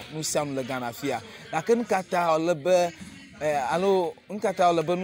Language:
Ewe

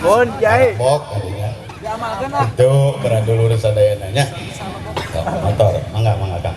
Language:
Sundanese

